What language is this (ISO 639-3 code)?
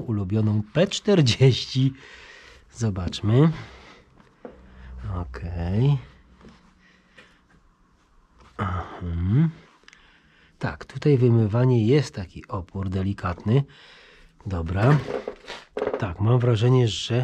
pol